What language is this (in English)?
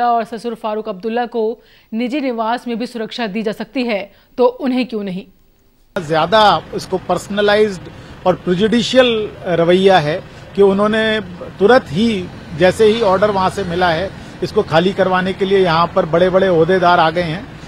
Hindi